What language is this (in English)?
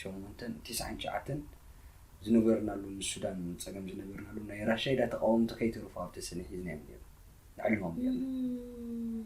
Tigrinya